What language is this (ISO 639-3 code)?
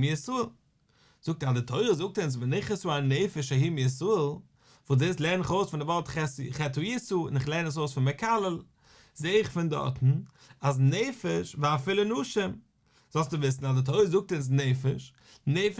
yid